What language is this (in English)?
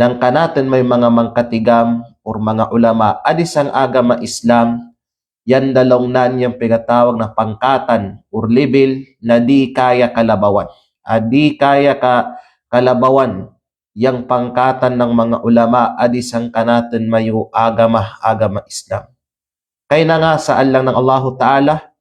Kalagan